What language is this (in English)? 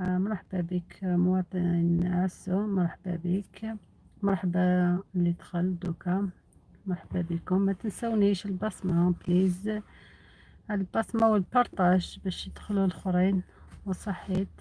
Algerian Arabic